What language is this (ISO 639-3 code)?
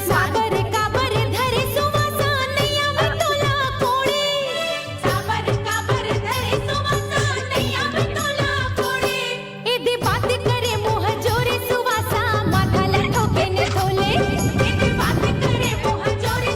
hne